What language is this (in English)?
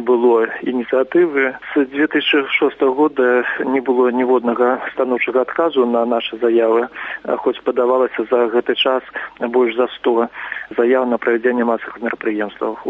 Belarusian